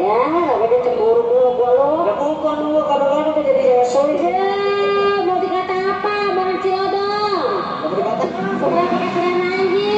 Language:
Betawi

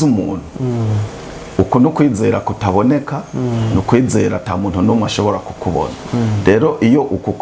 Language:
Rundi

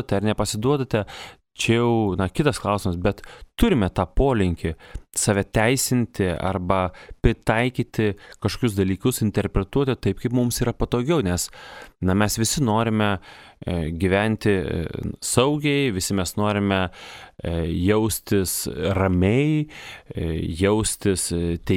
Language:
Lithuanian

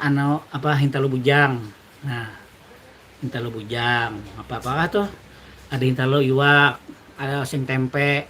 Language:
Banjar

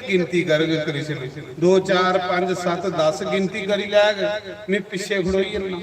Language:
Dogri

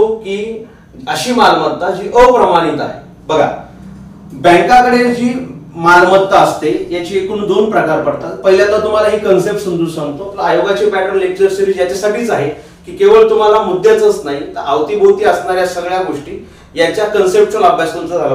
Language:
Marathi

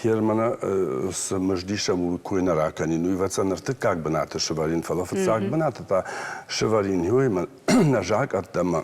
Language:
Ossetic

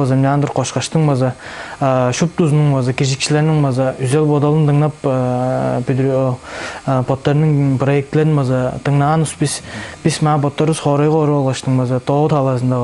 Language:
Tuvinian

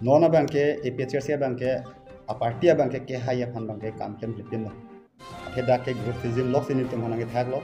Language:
Karbi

